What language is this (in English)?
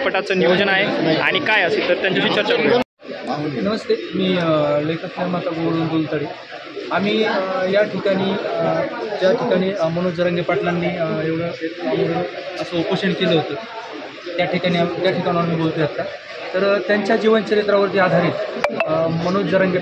Marathi